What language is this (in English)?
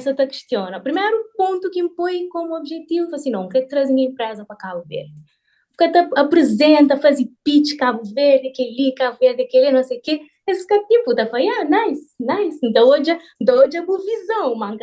Kabuverdianu